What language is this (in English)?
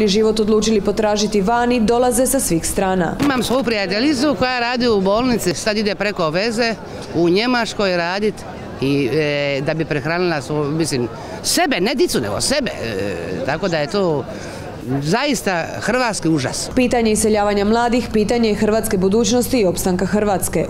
Croatian